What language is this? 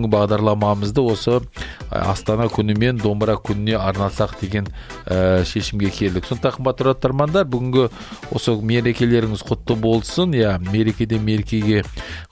Kazakh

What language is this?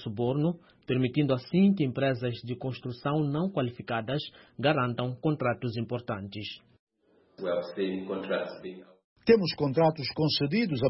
Portuguese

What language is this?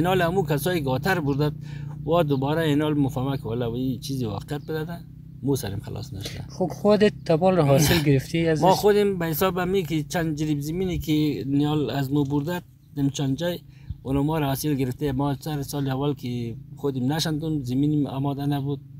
Persian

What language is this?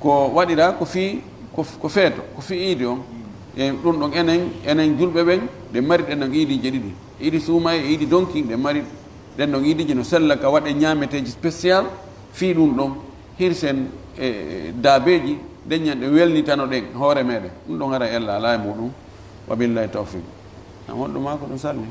Fula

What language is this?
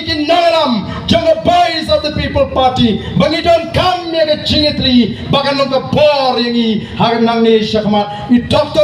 Khasi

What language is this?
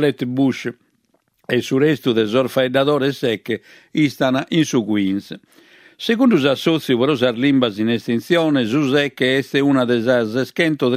Sardinian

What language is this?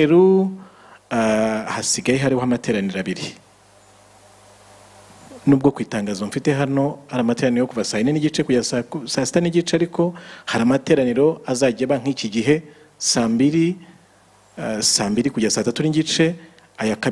Kinyarwanda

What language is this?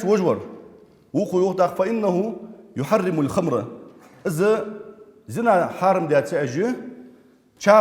Ingush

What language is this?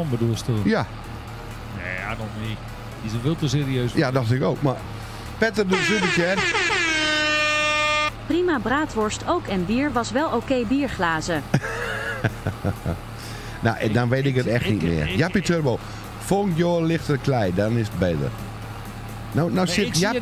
Dutch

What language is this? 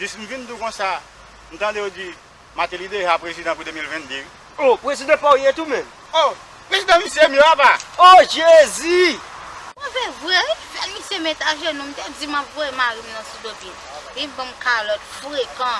Haitian Creole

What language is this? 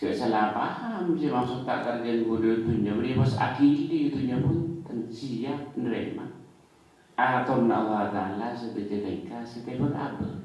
Madurese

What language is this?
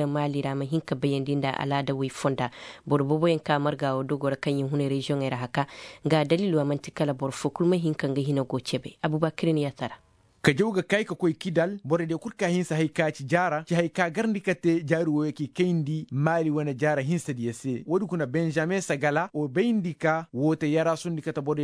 Koyraboro Senni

